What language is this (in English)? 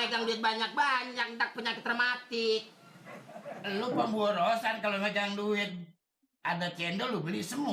Betawi